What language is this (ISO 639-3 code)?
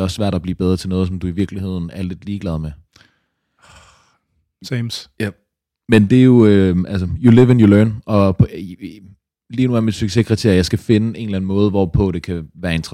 dan